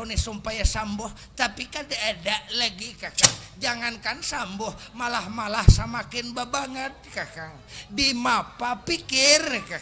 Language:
Banjar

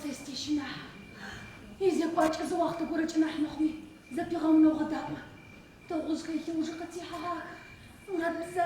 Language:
Adyghe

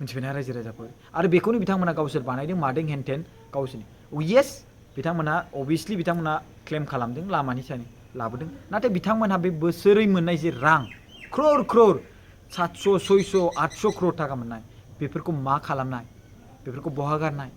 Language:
Bodo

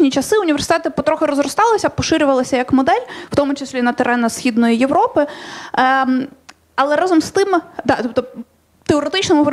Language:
Ukrainian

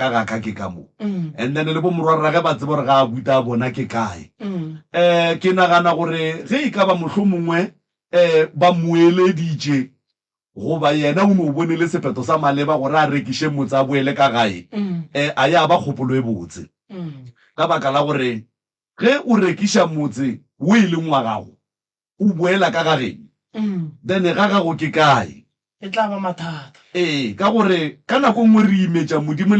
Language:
Northern Sotho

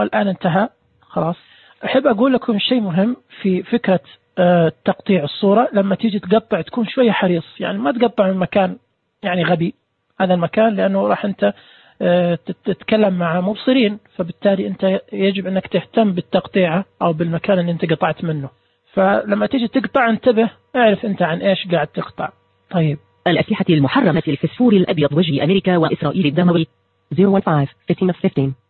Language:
Najdi Arabic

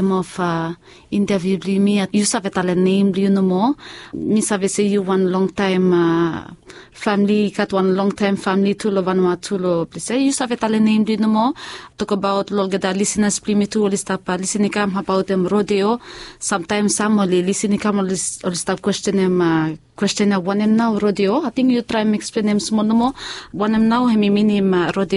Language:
Bislama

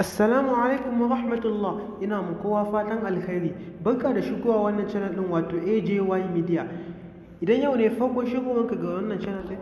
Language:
Hausa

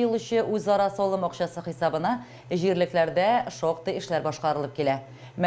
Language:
Tatar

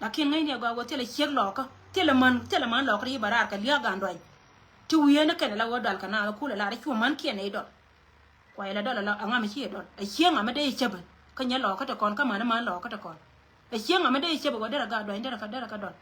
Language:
Nuer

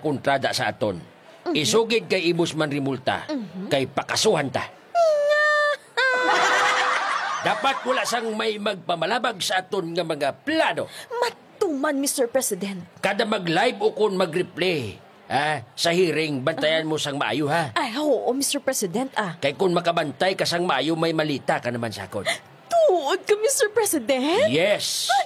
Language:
Hiligaynon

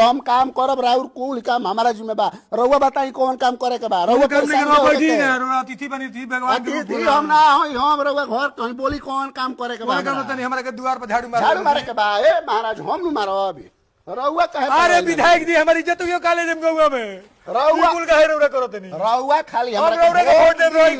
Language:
Bhojpuri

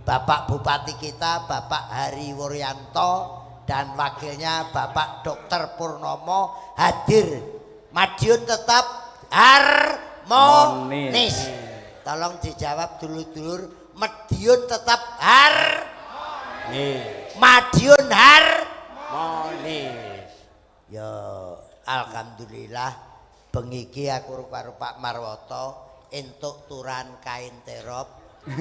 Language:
Javanese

